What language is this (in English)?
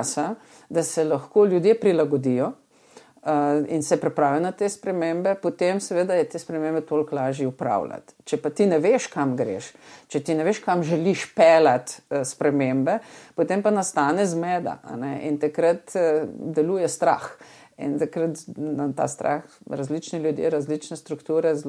Slovenian